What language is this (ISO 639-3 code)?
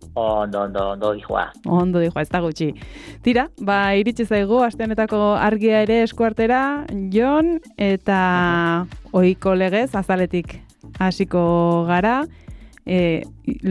eus